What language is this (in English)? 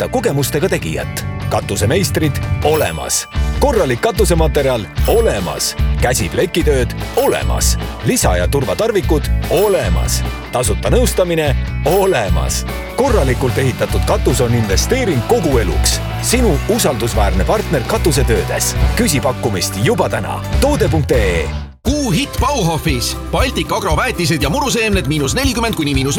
Estonian